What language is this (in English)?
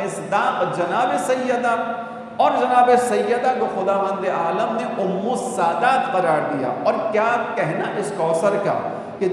Urdu